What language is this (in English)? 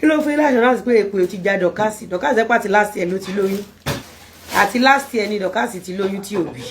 Yoruba